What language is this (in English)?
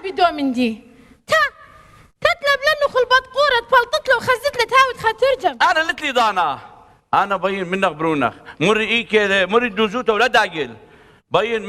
Assyrian Neo-Aramaic